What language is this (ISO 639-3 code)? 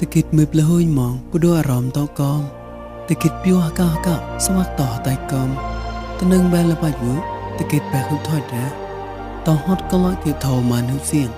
mnw